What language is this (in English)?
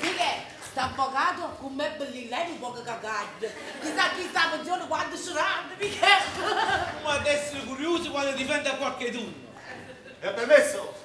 Neapolitan